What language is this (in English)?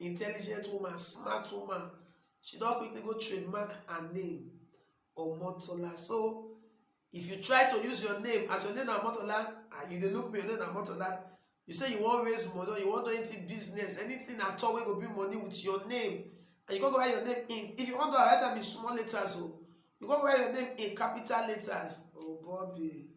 Nigerian Pidgin